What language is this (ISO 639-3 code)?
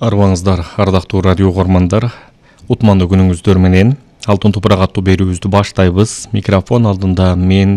kir